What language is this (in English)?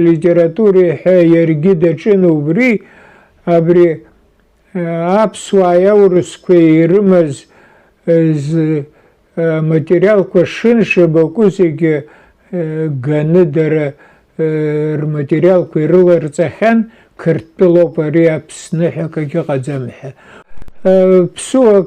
Abkhazian